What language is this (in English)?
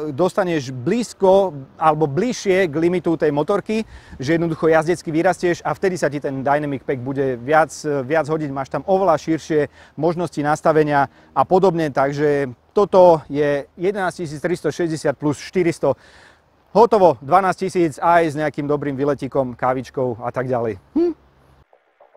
Slovak